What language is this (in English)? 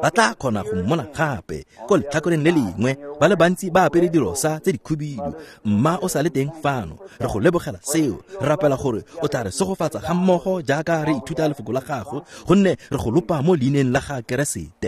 Tswana